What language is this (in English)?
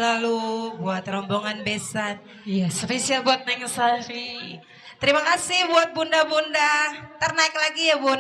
Betawi